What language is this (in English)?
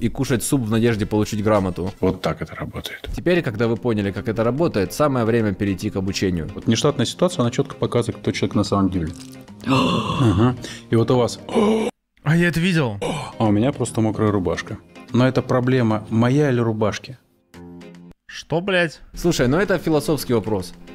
Russian